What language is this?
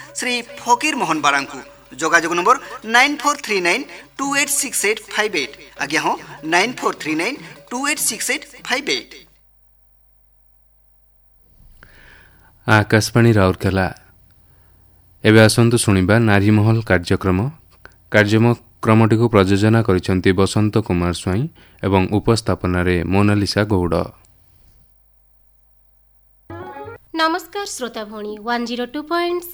Odia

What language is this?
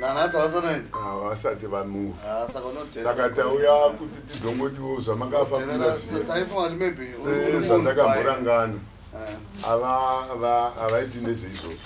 Shona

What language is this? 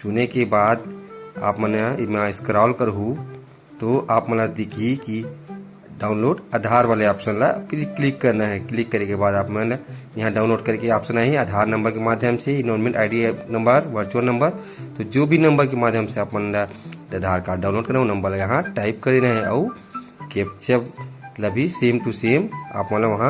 Chhattisgarhi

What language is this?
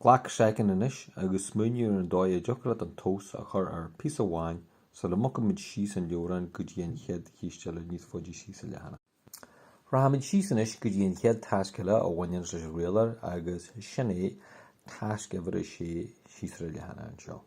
Irish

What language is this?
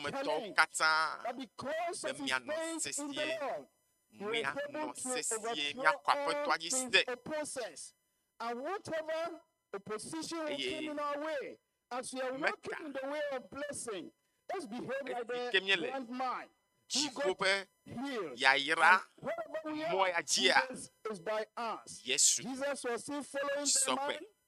Ewe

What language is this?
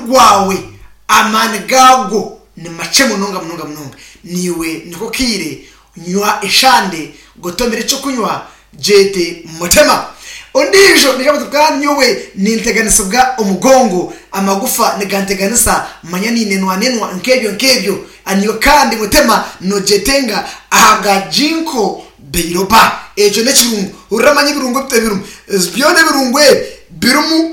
Nyankole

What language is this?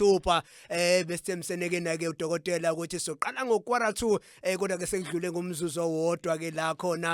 Zulu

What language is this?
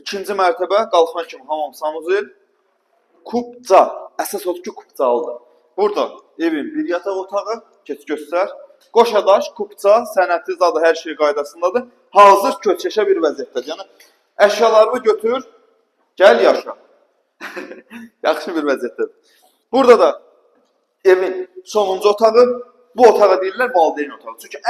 Azerbaijani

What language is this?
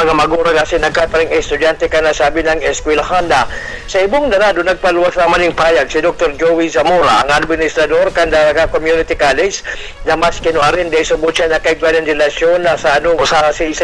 Bikol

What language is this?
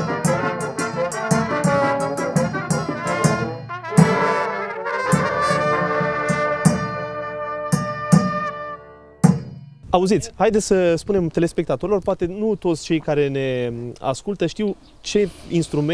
Romanian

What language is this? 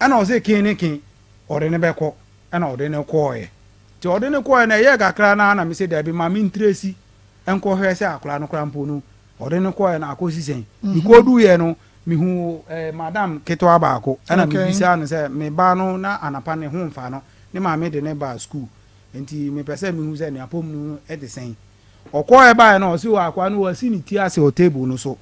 Akan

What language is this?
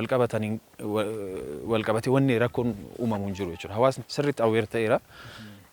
Oromo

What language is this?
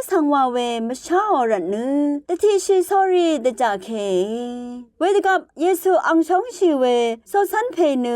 Rawang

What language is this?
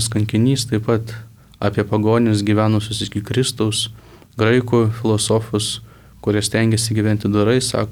Lithuanian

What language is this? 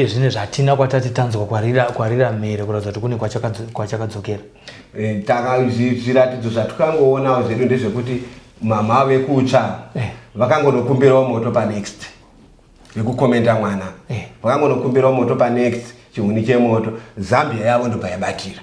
Shona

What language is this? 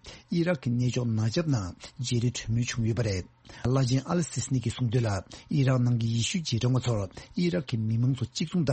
Tibetan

